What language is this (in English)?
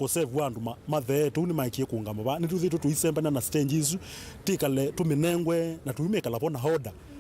Kamba